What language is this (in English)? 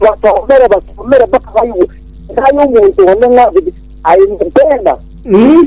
Gusii